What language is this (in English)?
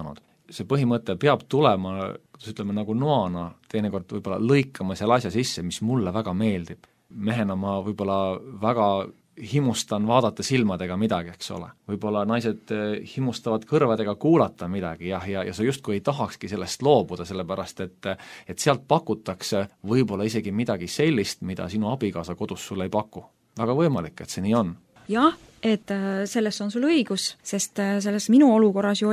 Estonian